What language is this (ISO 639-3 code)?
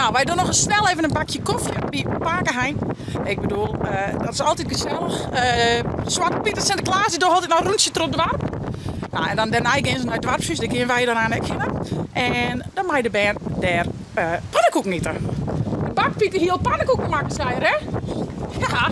fry